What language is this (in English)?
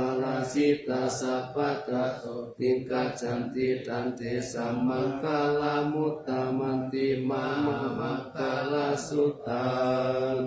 Pali